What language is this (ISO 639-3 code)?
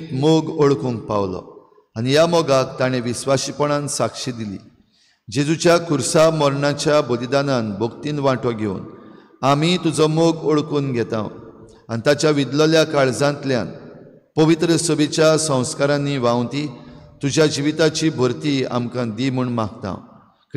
kok